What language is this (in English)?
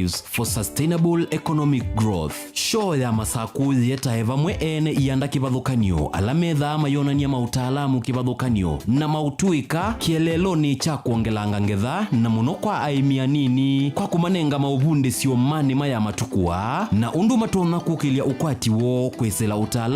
Kamba